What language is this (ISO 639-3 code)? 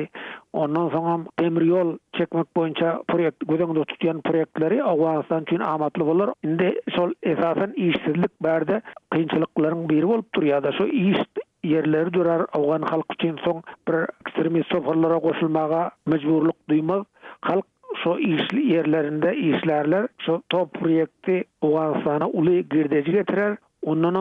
tuk